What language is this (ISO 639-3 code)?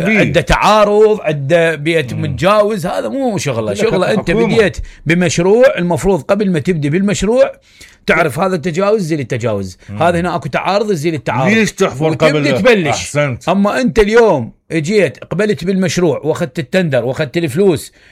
acm